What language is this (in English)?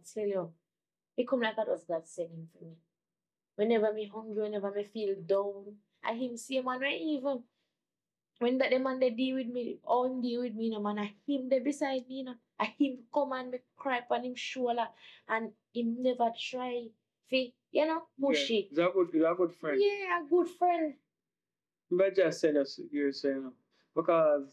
Jamaican Creole English